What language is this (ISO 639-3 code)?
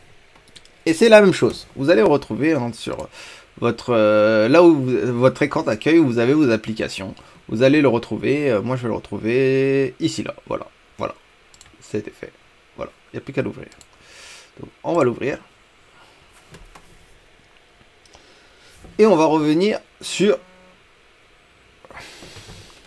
fra